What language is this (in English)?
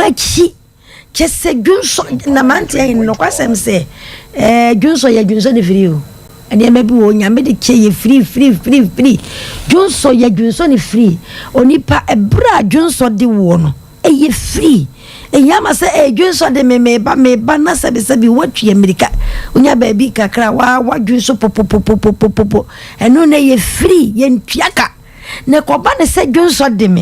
Akan